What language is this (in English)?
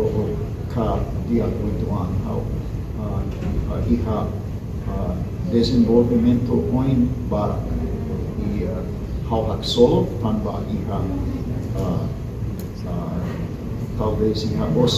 Tetum